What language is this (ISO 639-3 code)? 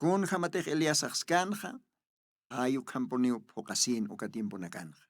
aym